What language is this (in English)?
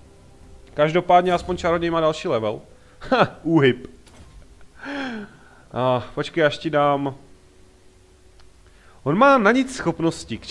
Czech